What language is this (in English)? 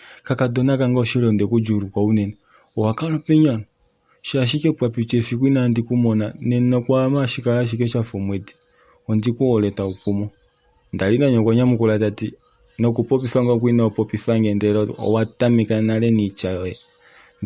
Kuanyama